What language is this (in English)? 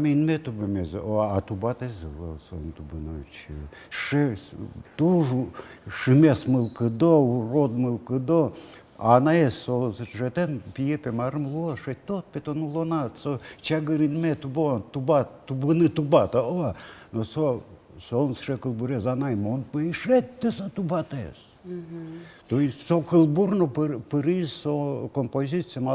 Udmurt